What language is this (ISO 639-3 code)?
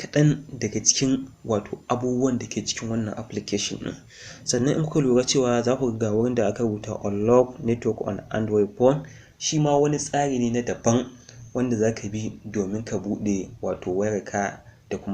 hau